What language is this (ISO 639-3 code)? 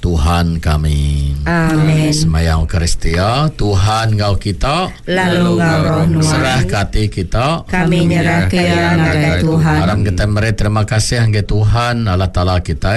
iba